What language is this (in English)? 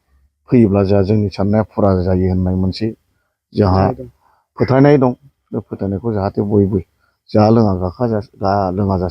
Bodo